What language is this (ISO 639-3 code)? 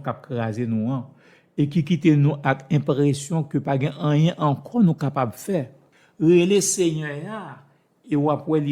hat